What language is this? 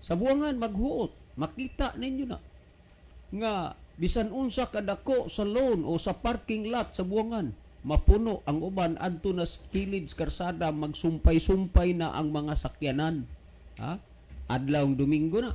Cebuano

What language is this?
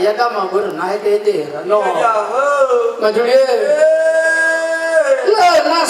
Nias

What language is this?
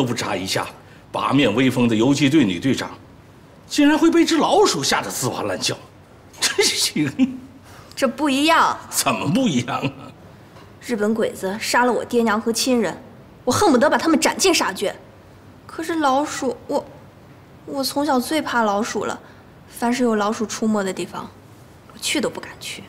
Chinese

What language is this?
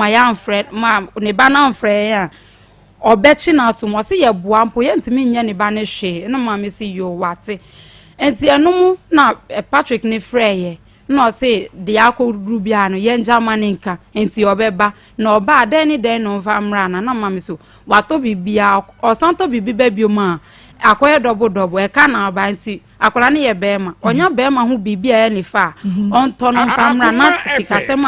Akan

